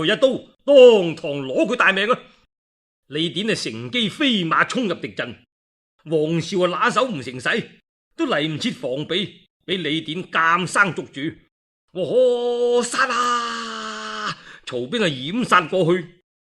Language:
Cantonese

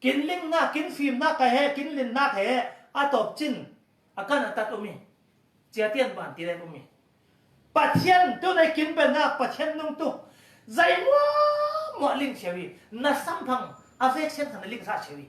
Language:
Falam Chin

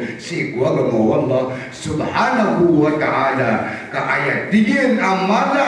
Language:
Maranao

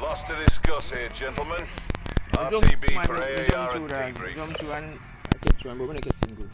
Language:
Jamaican Creole English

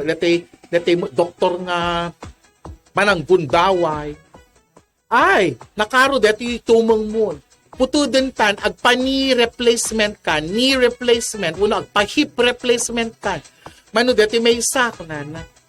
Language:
Iloko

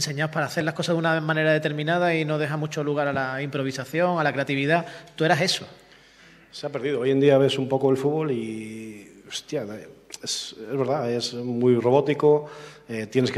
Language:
Spanish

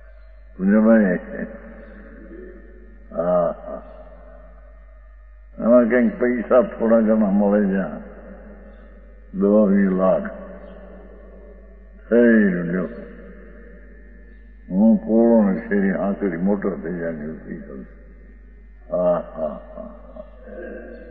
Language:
Gujarati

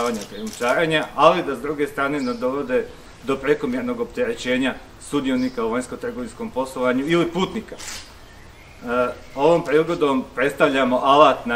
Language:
Croatian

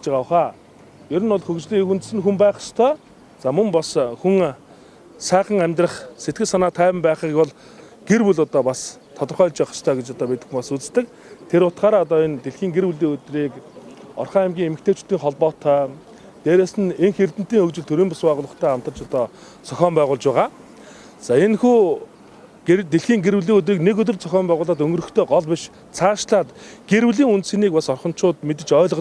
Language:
Mongolian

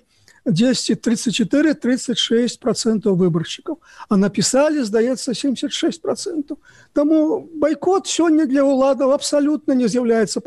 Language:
Belarusian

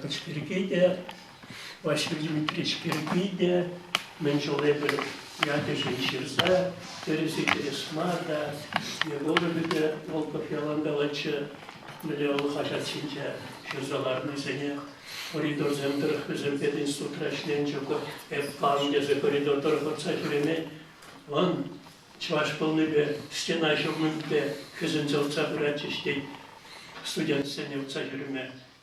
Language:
Chuvash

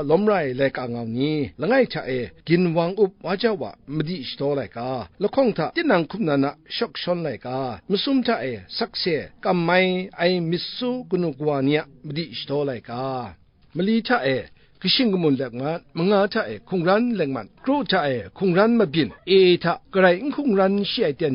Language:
Kachin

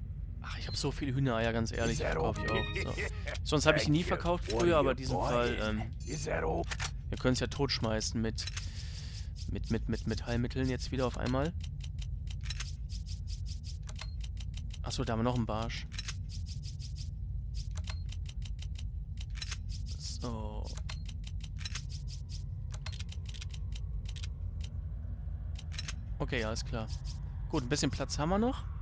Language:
German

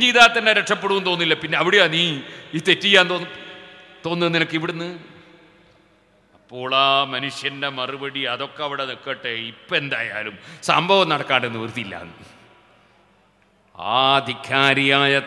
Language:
Malayalam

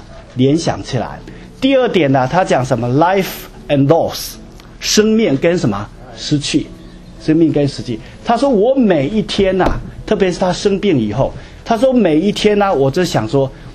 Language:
Chinese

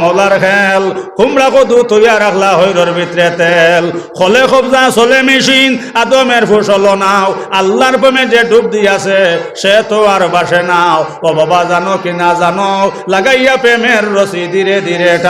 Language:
Sylheti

